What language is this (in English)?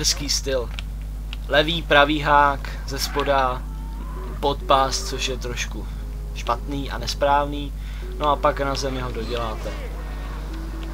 Czech